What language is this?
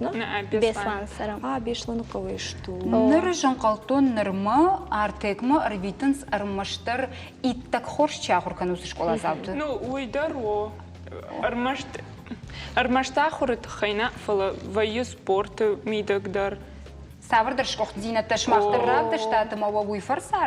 Ossetic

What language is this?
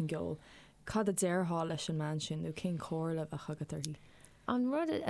Irish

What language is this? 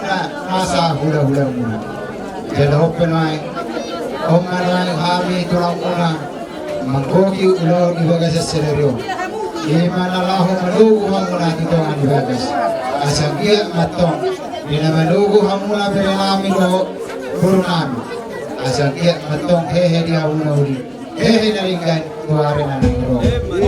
Batak Toba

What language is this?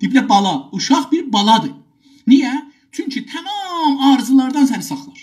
South Azerbaijani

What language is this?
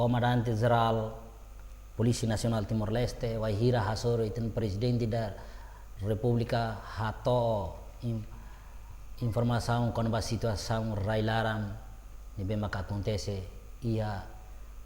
Tetum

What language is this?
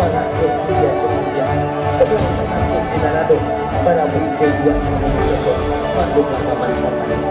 Minangkabau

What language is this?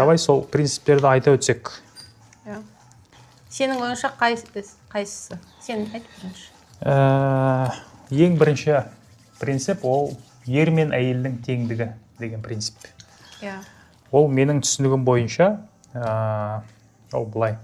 Kazakh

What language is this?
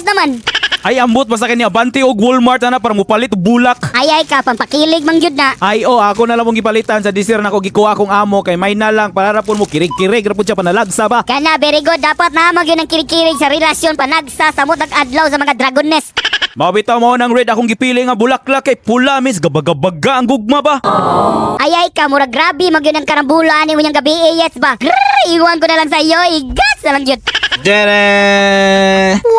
Cebuano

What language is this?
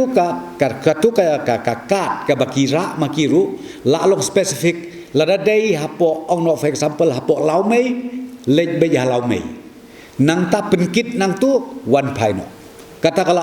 Khasi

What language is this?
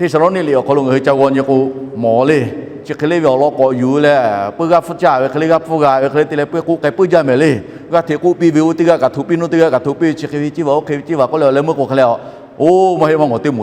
Lahu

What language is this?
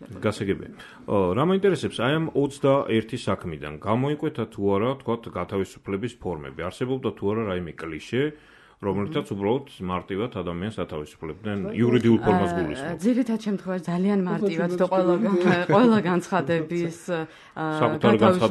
Georgian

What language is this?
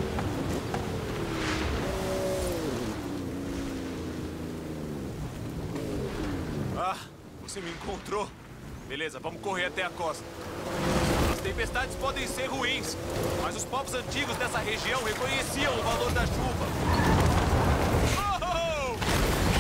Portuguese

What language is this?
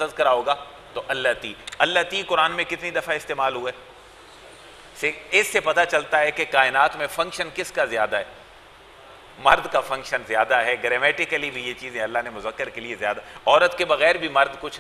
Urdu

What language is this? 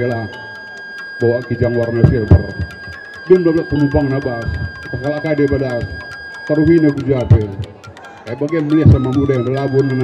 Batak Karo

